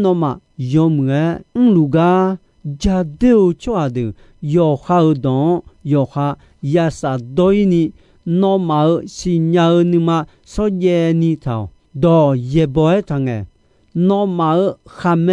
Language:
Akha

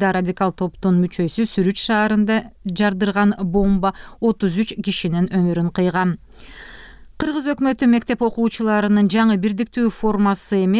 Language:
Kyrgyz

